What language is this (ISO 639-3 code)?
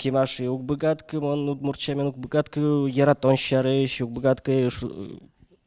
udm